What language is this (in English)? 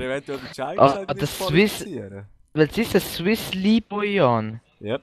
Swiss German